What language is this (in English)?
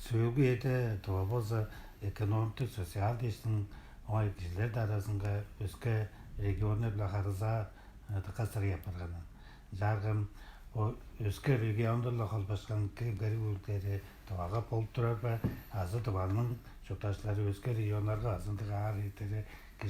Tuvinian